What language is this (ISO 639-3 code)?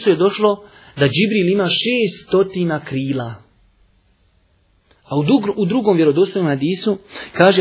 bos